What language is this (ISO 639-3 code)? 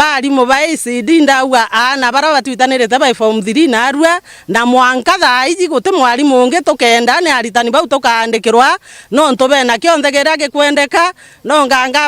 mer